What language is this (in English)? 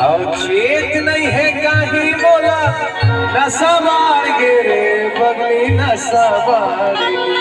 Chhattisgarhi